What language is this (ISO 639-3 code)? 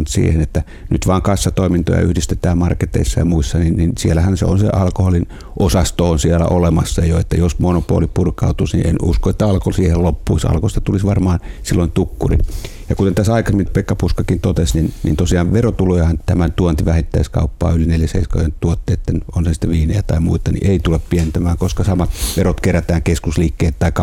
fin